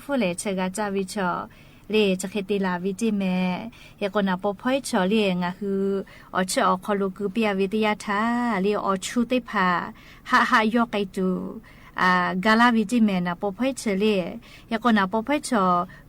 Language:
Lahu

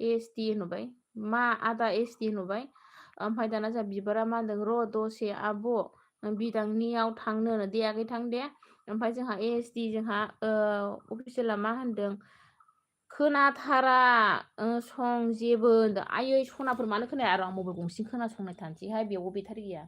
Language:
Bodo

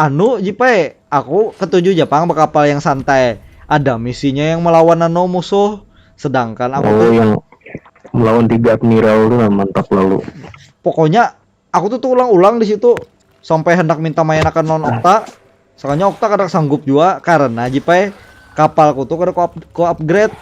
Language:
Banjar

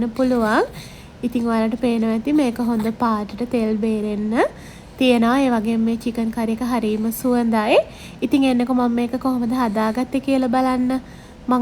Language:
Sinhala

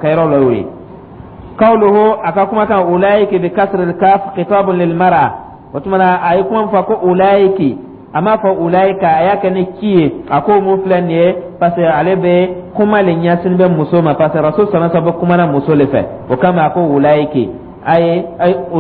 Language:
Dyula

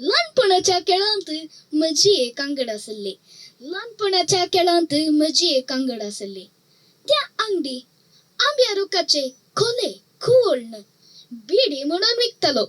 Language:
Konkani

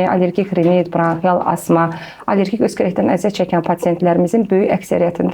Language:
Azerbaijani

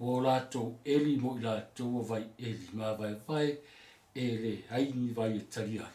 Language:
Samoan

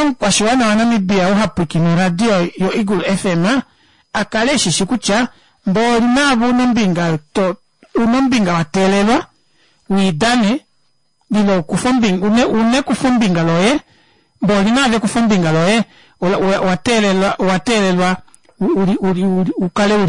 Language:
Kuanyama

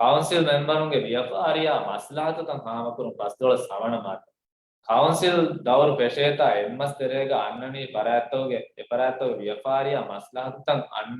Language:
Divehi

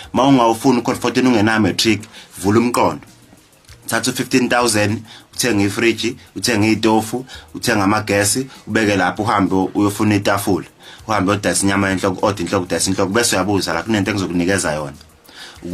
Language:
Zulu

